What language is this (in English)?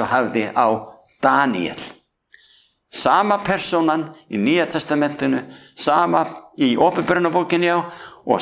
Icelandic